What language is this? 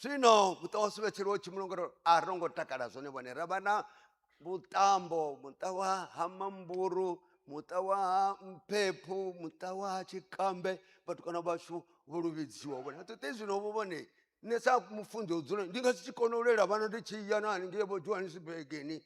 Venda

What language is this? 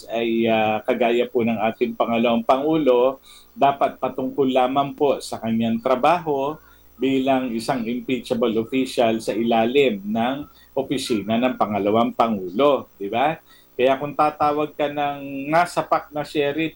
Filipino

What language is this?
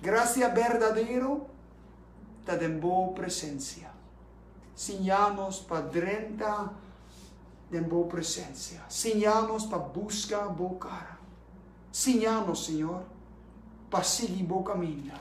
Papiamento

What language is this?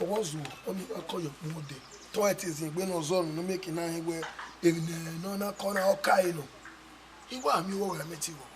Bini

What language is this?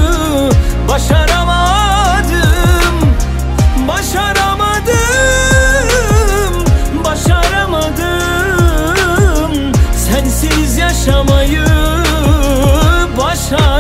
Turkish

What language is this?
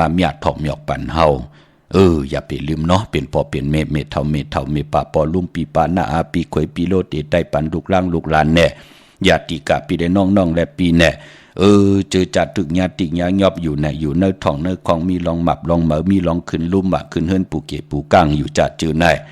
Shan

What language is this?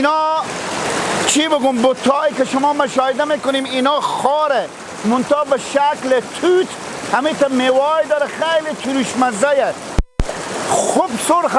Persian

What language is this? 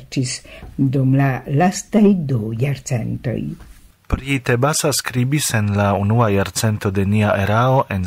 Esperanto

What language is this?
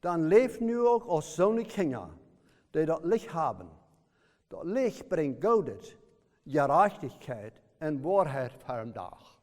Plautdietsch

